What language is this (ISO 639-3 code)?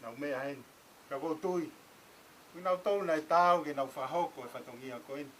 ton